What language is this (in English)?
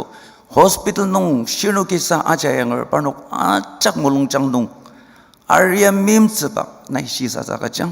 Ao Naga